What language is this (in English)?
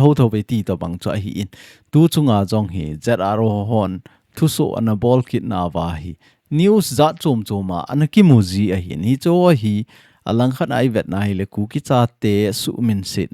Thado Chin